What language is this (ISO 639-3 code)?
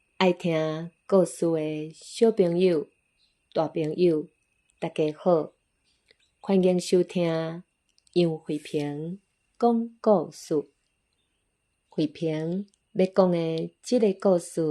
nan